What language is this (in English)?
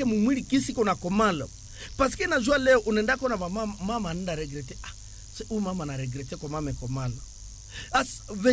Swahili